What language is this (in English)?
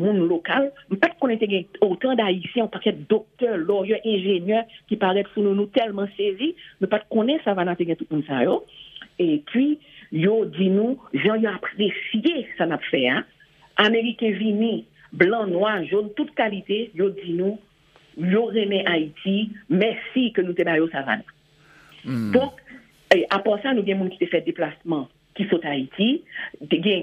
Haitian Creole